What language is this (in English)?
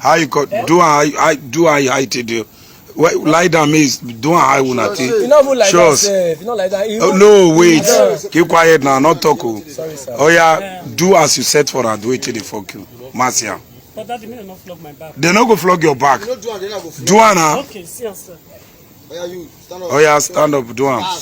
Nigerian Pidgin